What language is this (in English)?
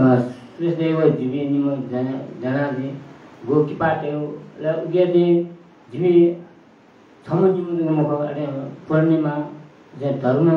Newari